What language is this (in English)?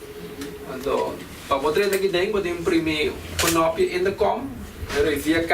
Papiamento